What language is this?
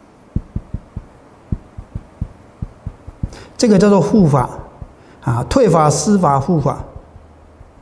Chinese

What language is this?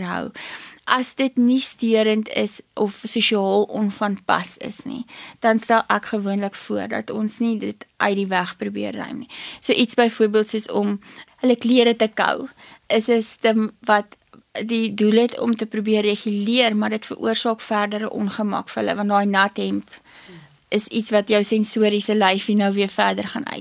Afrikaans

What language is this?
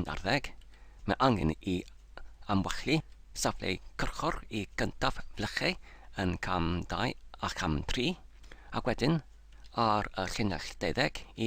Welsh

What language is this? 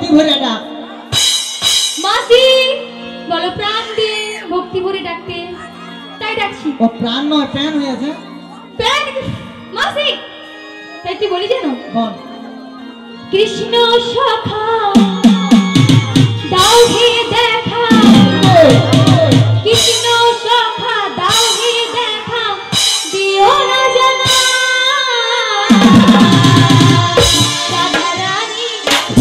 Bangla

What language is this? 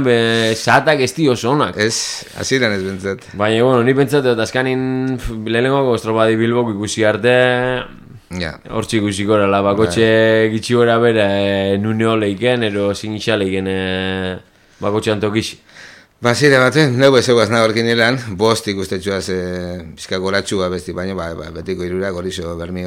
Basque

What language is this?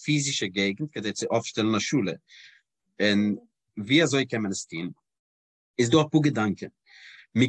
Yiddish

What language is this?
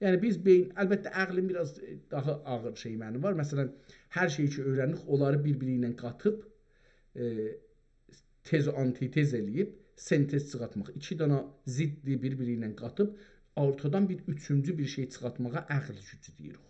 South Azerbaijani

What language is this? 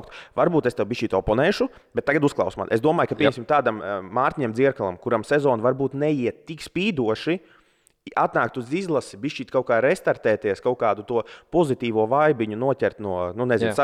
Latvian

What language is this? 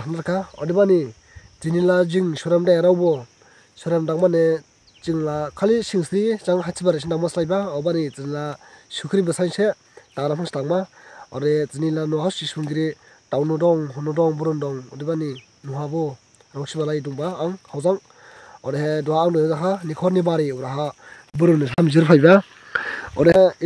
Dimasa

